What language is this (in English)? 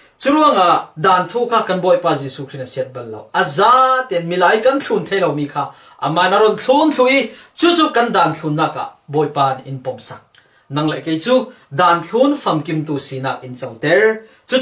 Falam Chin